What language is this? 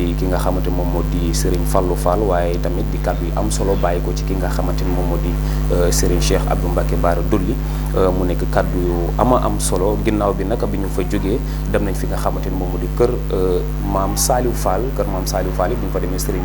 Wolof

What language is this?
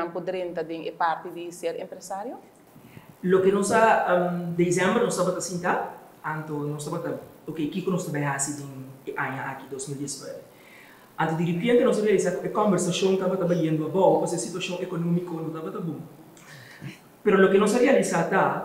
Portuguese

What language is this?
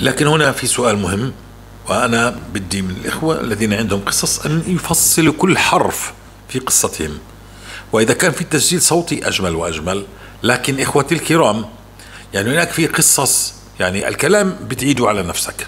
North Levantine Arabic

